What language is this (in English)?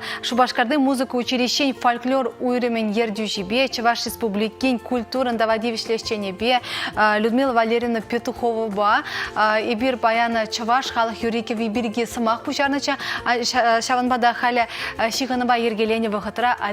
Chuvash